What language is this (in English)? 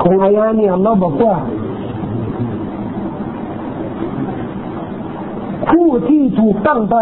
Thai